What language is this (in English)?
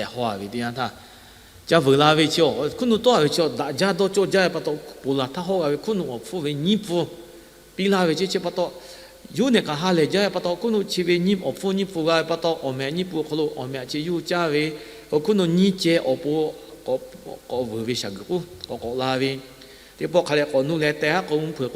Lahu